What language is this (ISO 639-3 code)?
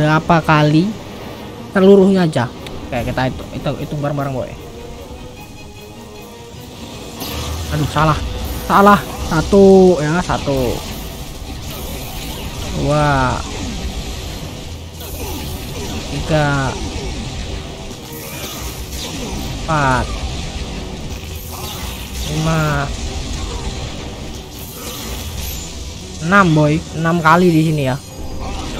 ind